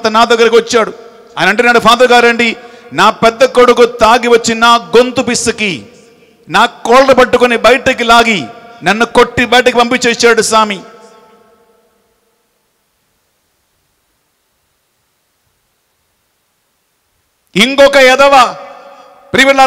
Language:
Telugu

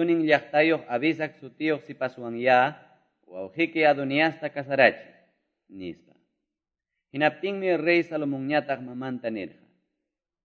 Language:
Quechua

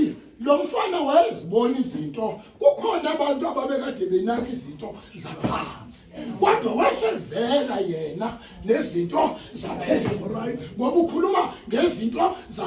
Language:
Zulu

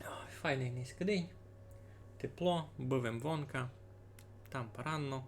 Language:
Rusyn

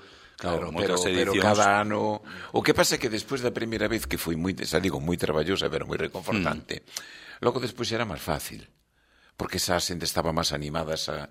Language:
Galician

